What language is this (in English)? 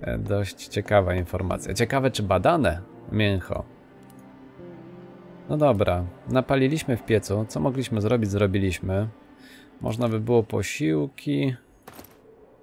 Polish